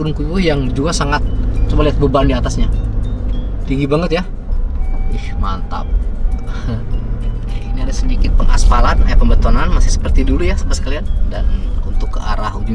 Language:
Indonesian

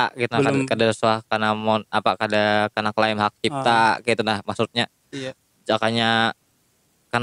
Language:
Banjar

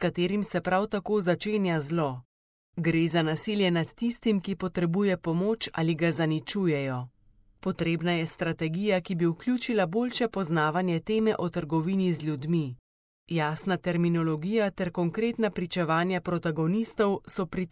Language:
Slovenian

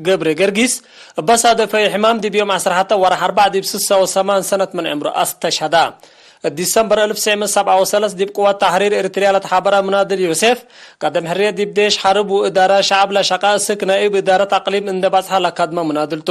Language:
Tigre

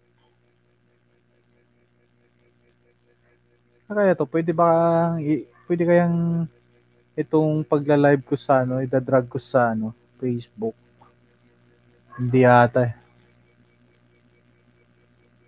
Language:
Filipino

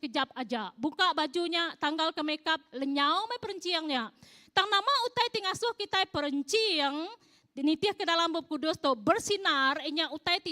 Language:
Iban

